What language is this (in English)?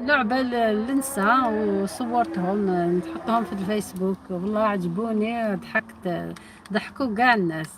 Algerian Arabic